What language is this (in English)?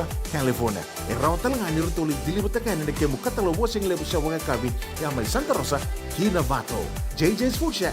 Fijian